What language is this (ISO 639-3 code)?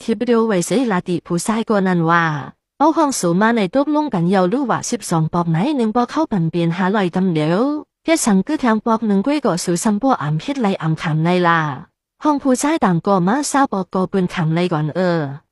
shn